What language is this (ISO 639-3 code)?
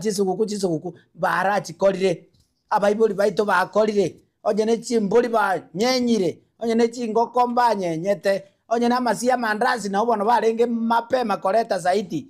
guz